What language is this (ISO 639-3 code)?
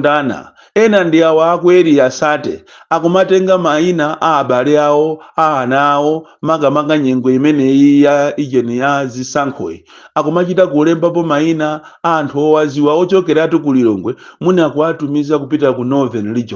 nya